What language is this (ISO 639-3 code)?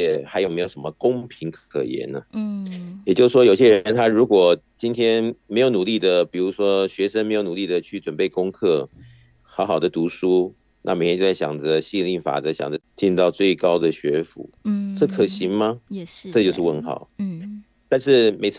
zho